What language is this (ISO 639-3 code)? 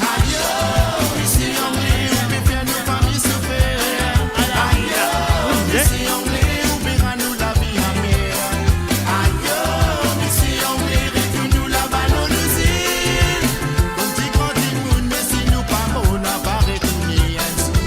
mfe